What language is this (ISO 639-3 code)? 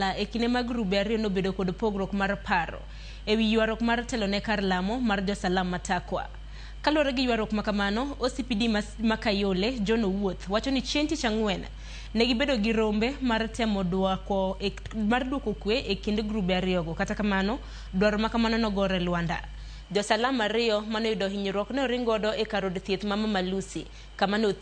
luo